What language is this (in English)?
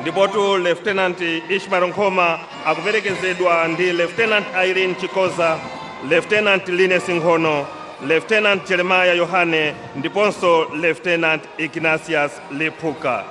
Nyanja